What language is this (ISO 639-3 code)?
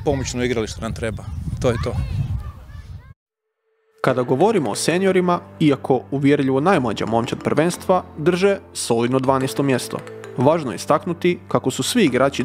hrv